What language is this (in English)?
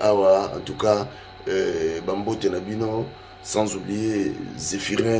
Lingala